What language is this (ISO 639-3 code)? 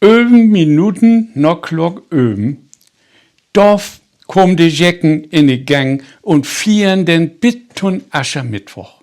nds